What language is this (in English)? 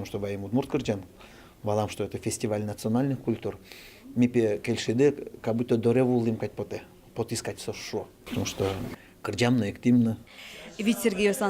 Udmurt